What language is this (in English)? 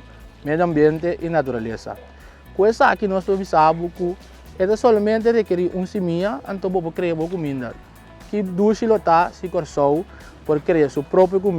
Papiamento